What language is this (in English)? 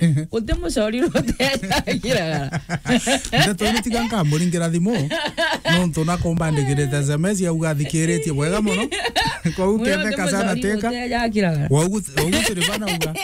Meru